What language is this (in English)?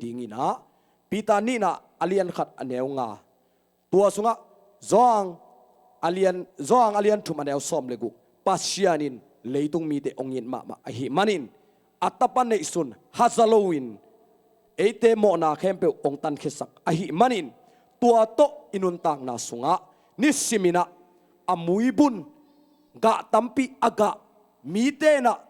Tedim Chin